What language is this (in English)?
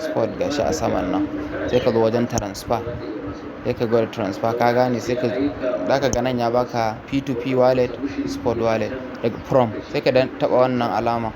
Hausa